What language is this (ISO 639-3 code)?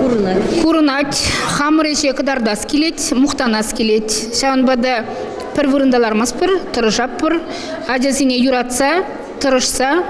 chv